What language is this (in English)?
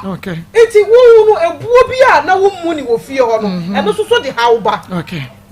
Akan